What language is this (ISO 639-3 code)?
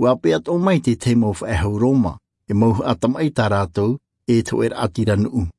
tah